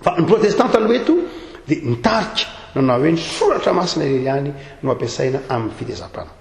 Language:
Malagasy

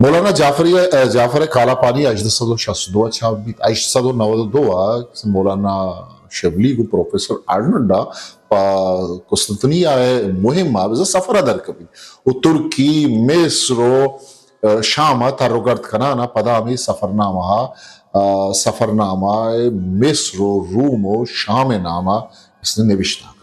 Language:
Eastern Balochi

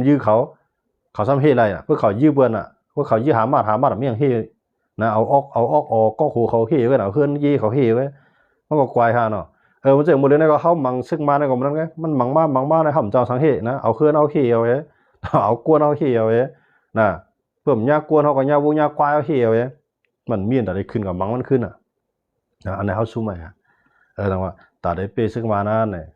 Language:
Shan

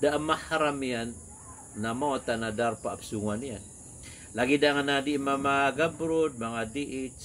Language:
Maranao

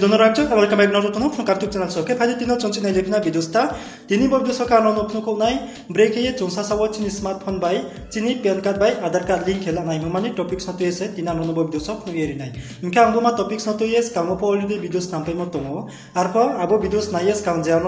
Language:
Riang (India)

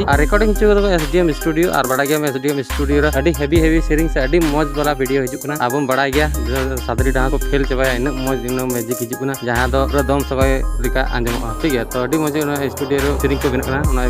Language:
Santali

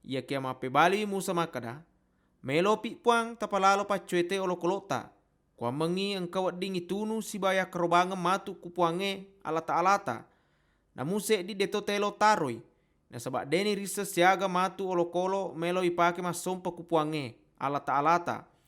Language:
Buginese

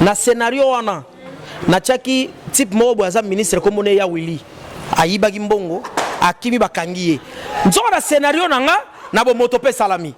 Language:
Lingala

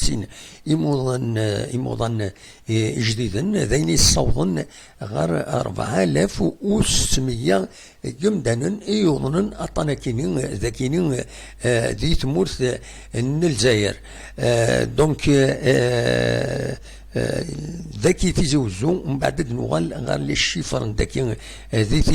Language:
Kabyle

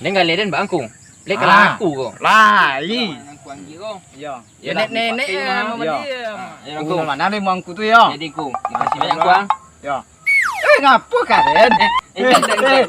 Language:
Minangkabau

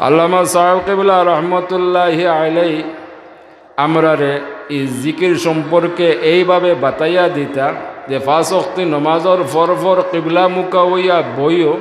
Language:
Sylheti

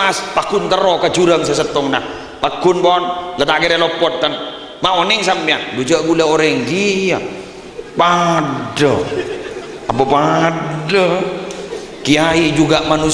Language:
Madurese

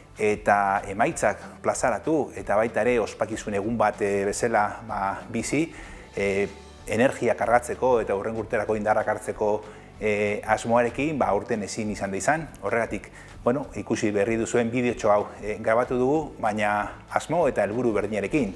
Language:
Basque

